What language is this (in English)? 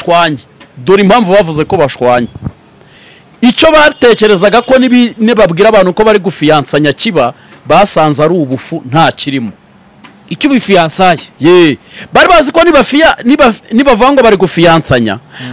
Kinyarwanda